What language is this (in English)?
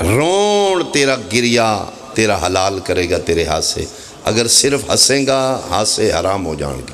Pahari-Potwari